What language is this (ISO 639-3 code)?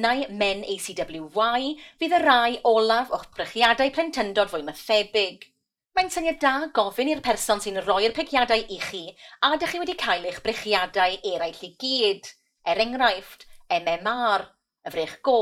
cym